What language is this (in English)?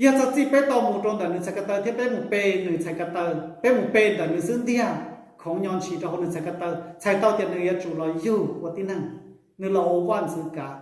Hmong